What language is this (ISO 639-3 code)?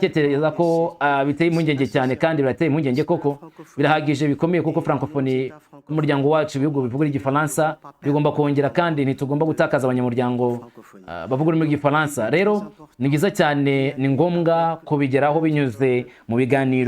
kin